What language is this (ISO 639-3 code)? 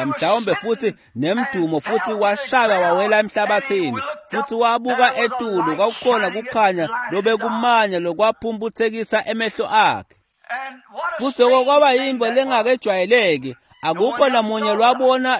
ssw